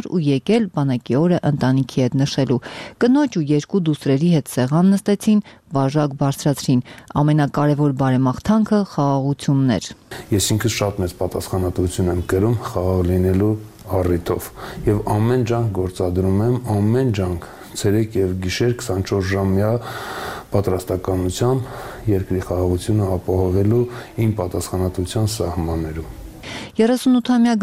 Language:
Armenian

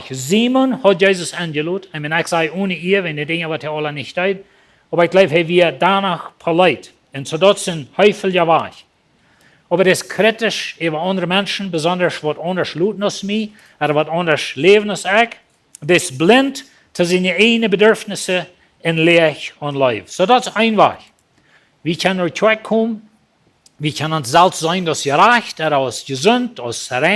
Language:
Plautdietsch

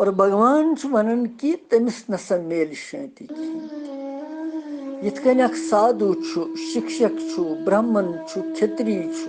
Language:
Kashmiri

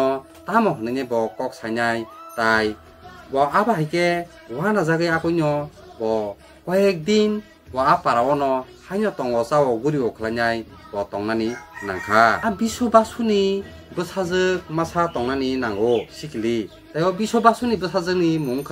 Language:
Kok Borok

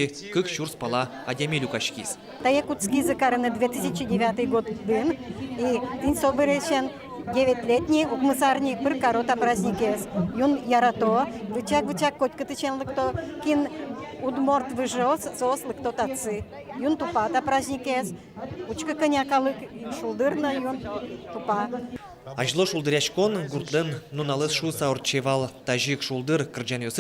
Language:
Udmurt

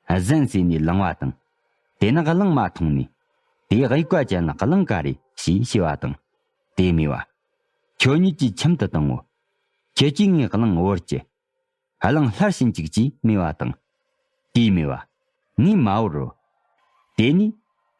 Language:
Tibetan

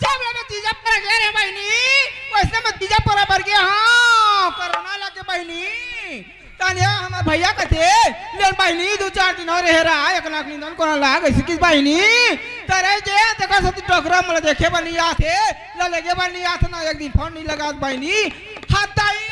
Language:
Chhattisgarhi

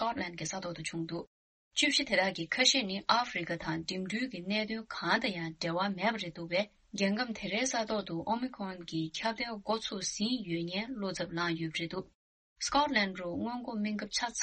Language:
Tibetan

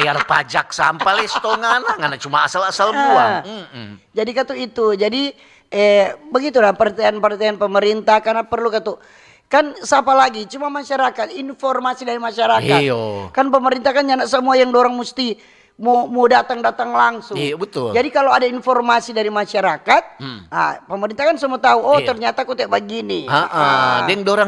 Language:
Manado Malay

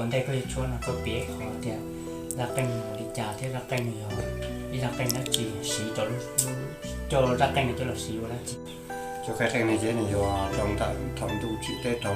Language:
Hmong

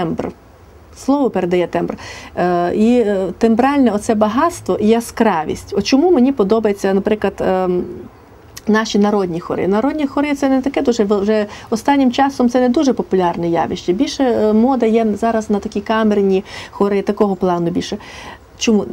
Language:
Ukrainian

